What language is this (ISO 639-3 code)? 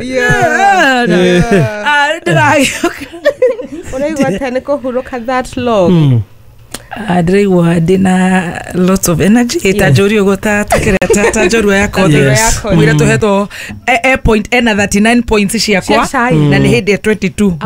kik